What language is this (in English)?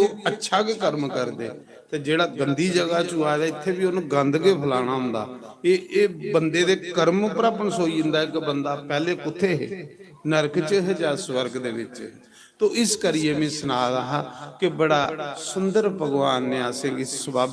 Dogri